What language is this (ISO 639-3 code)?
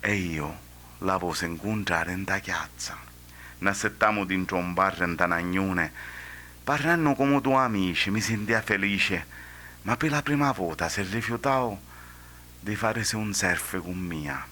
scn